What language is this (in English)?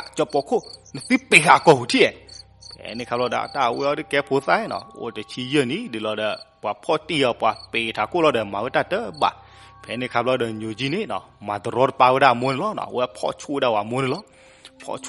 S'gaw Karen